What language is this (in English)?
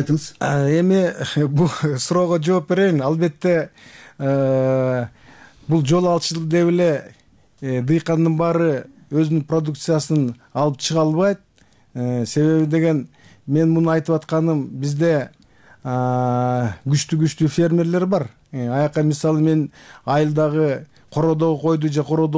Kyrgyz